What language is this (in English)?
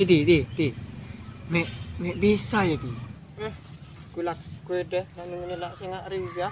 Madurese